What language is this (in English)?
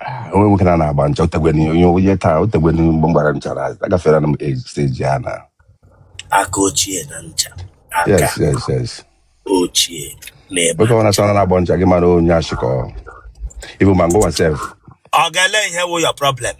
Igbo